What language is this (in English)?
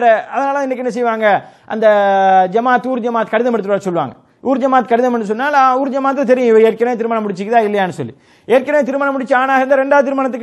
Tamil